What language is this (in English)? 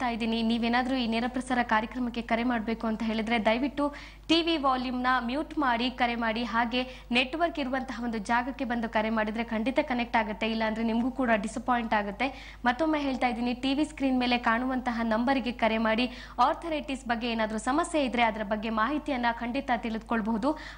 Kannada